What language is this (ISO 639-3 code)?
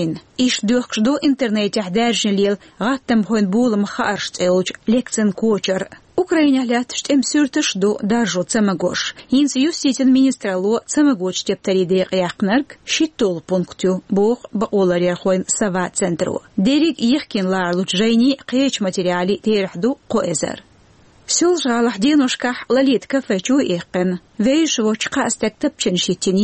che